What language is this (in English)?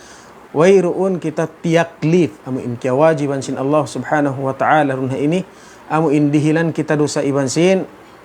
Tausug